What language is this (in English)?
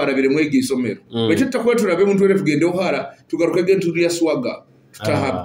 Nyoro